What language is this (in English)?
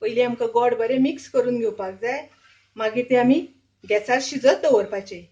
Konkani